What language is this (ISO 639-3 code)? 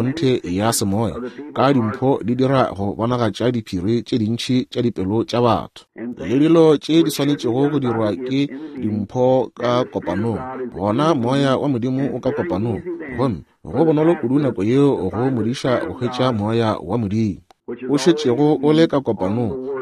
nso